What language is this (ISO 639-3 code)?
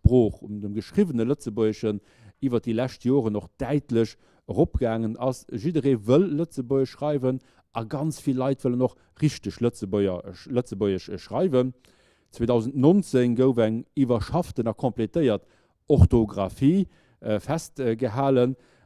ltz